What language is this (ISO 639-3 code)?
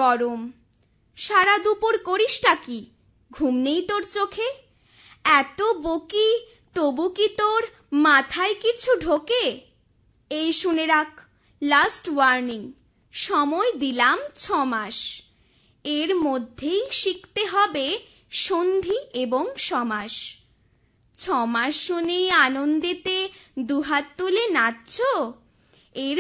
ben